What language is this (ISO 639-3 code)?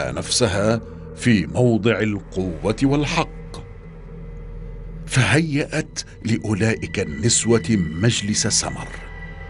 ara